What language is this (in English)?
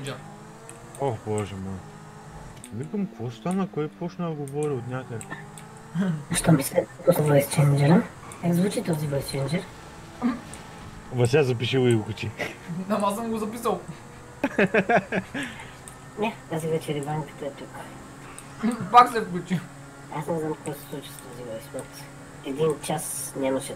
Bulgarian